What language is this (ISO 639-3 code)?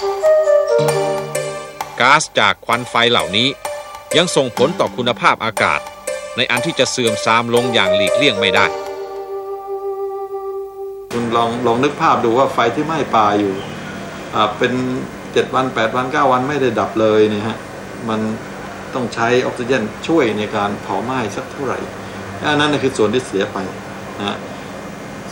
tha